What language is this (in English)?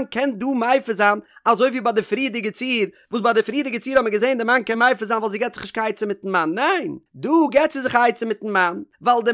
Yiddish